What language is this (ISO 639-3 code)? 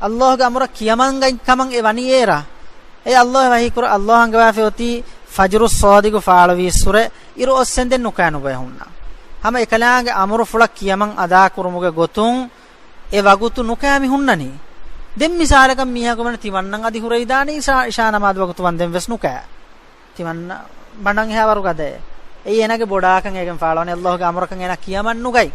div